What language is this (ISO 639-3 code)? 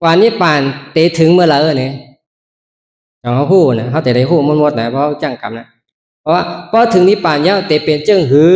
shn